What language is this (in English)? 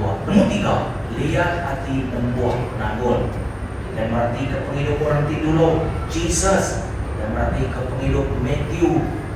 Iban